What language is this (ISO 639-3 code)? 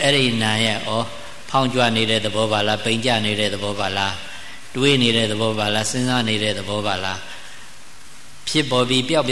mya